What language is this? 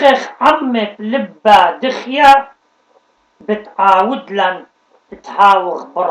Assyrian Neo-Aramaic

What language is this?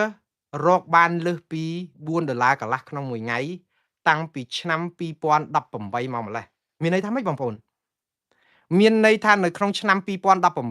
Khmer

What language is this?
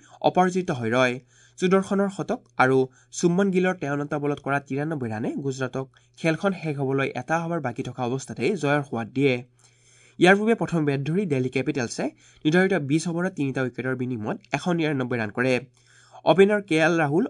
Assamese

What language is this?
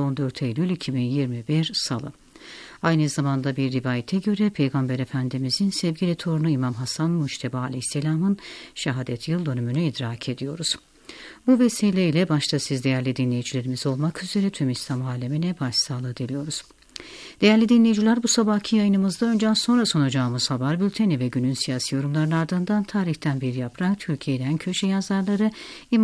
Turkish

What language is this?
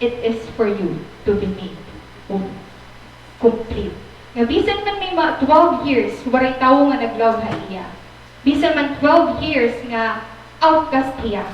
Waray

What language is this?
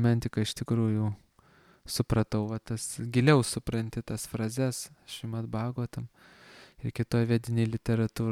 Lithuanian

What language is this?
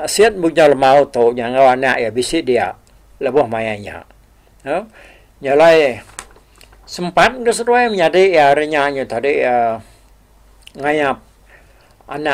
Iban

